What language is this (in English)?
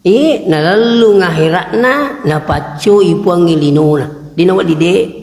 Buginese